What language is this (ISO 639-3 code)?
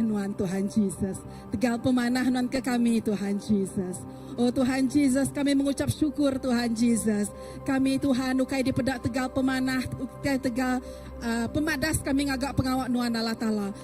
iba